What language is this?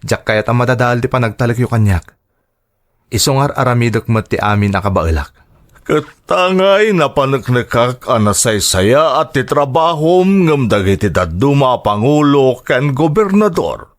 Iloko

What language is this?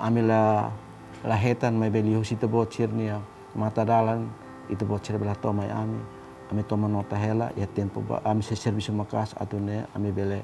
Tetum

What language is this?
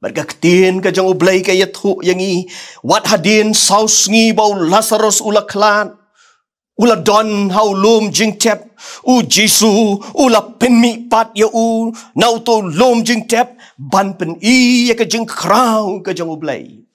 Khasi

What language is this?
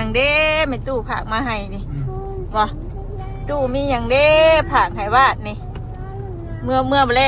Northeastern Thai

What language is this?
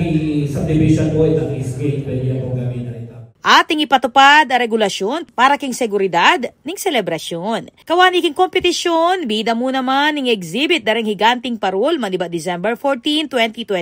Pampanga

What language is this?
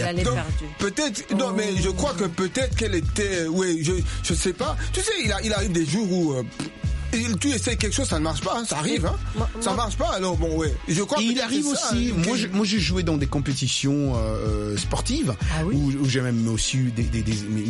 French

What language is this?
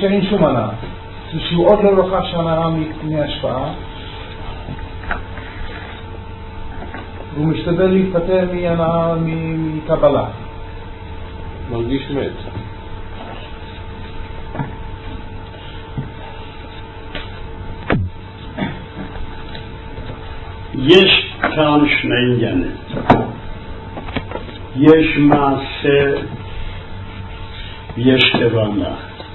Hebrew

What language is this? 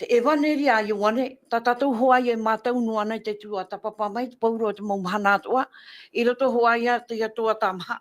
Tahitian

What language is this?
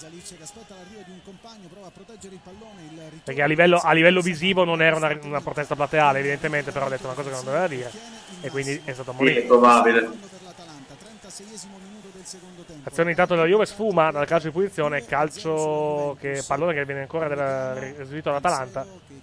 Italian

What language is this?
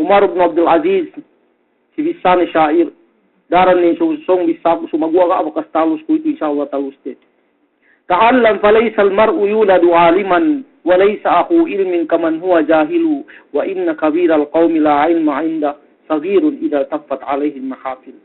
Yakan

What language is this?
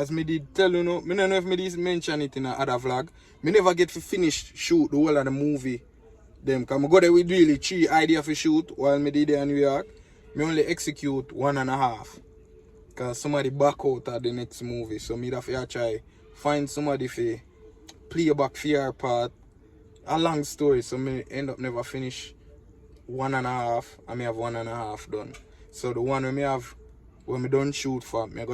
Jamaican Creole English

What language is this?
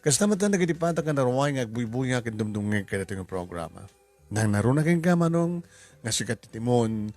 Iloko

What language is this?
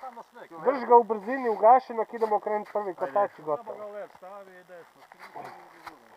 Slovenian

